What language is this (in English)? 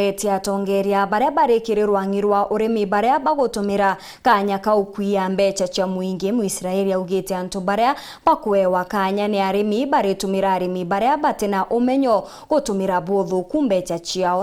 Meru